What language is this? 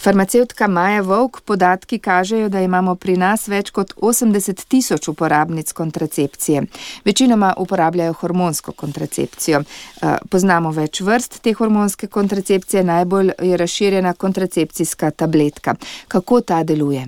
Slovenian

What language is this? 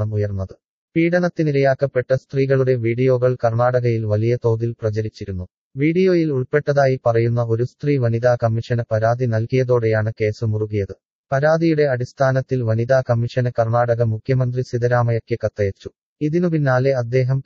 Malayalam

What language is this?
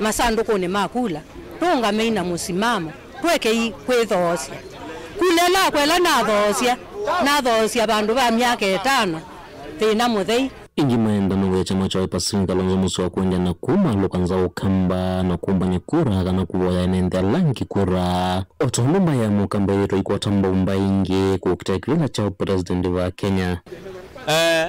Kamba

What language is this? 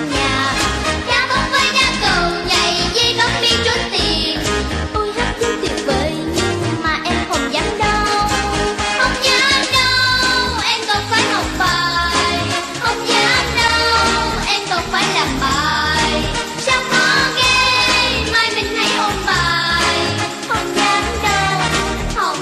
Vietnamese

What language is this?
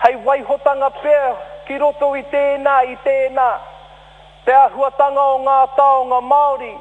Māori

